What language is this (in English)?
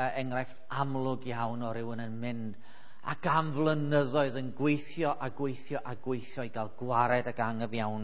Welsh